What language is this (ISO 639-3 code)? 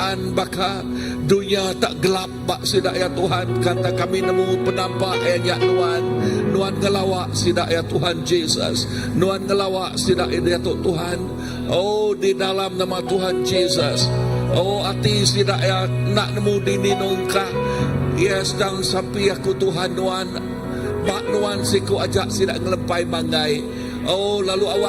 iba